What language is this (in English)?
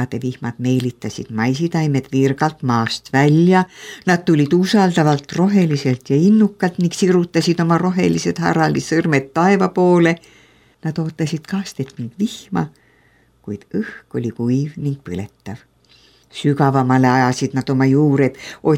Estonian